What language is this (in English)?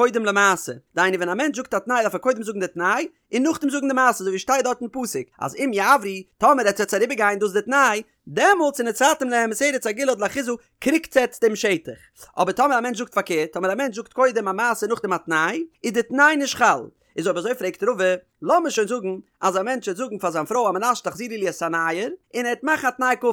Yiddish